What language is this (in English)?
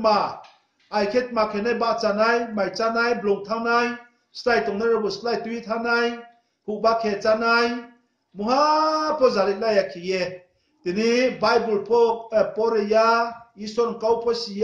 Riang (India)